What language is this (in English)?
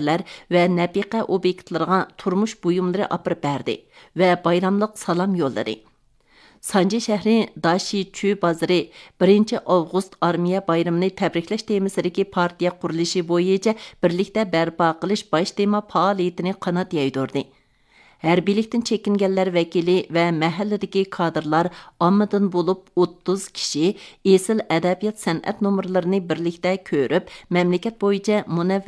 Uyghur